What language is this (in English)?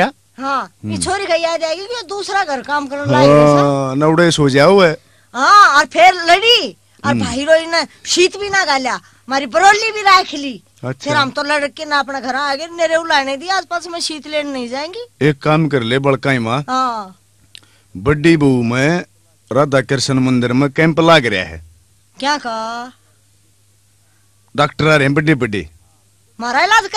Haryanvi